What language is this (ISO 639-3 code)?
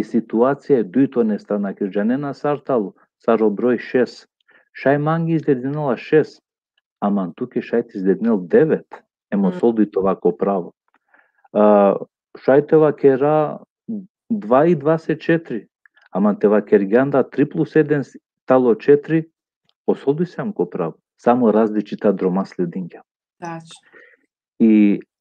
rmn